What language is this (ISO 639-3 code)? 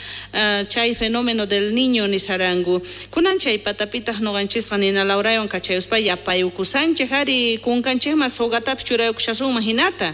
quh